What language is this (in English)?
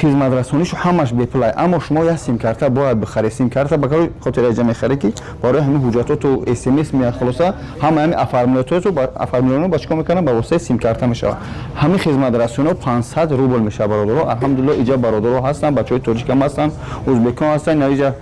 Tajik